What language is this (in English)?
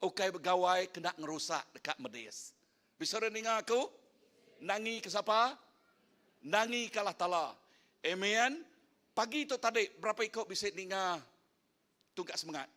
Iban